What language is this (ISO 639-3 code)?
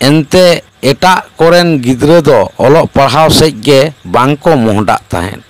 sat